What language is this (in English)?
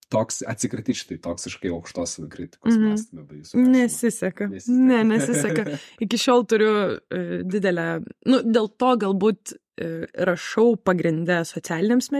Lithuanian